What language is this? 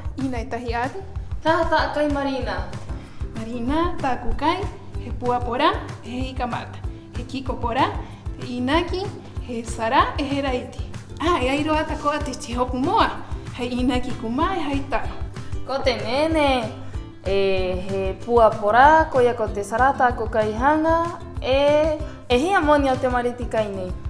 Rapanui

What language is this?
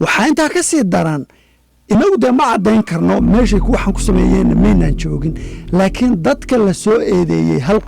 Somali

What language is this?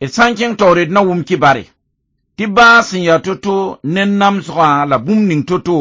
Mossi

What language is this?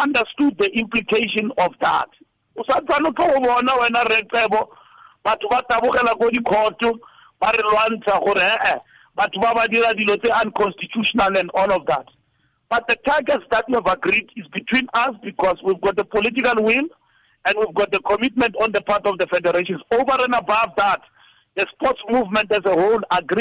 Tswana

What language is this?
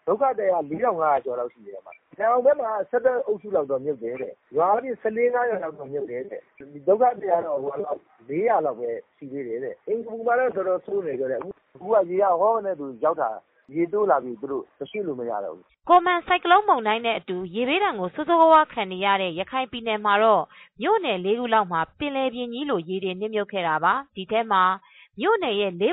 Burmese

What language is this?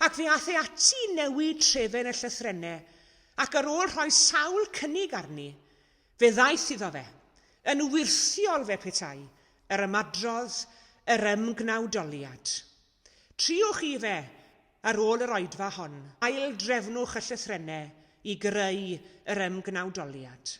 Welsh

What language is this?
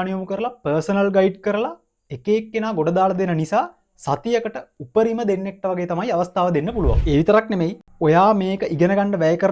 Sinhala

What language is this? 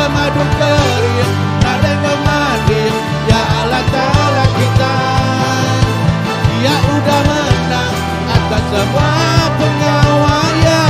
Iban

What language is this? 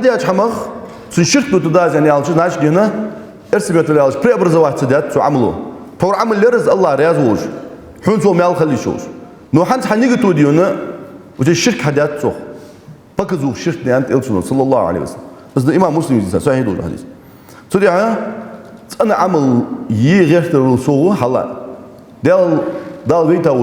Ingush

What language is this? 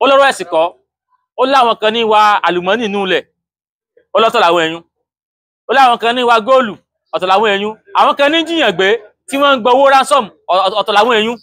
Yoruba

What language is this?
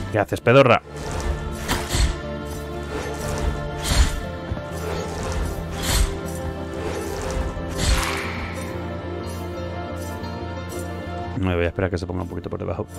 Spanish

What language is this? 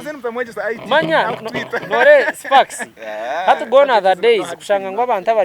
Nyankole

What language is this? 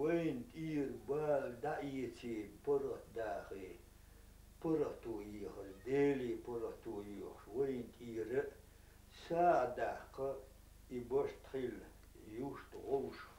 Chechen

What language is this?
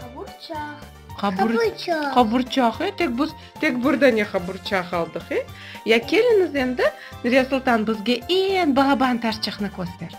Crimean Tatar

